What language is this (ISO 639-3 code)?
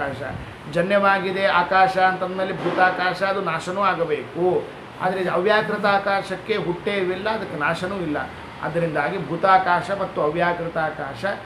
kan